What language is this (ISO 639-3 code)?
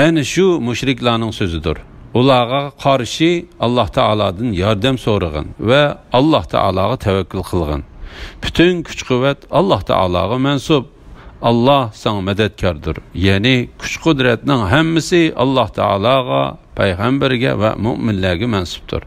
uig